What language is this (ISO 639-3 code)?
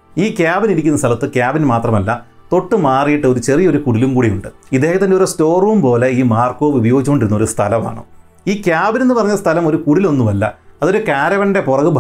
mal